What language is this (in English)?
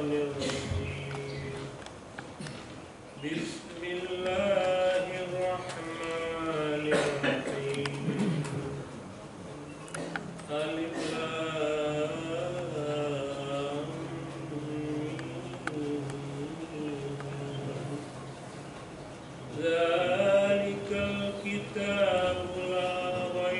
Indonesian